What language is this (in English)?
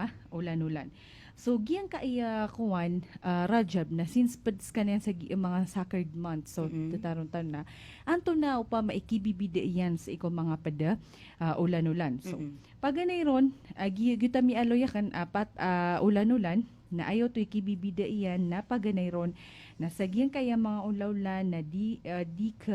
Maranao